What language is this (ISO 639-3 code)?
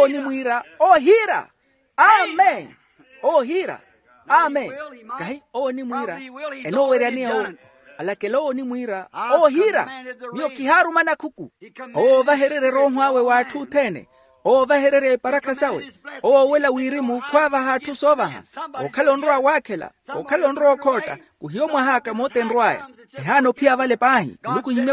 vmw